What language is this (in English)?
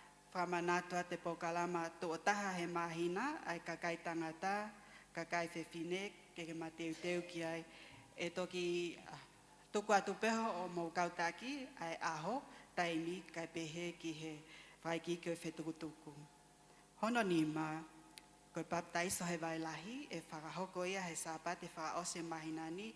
Tongan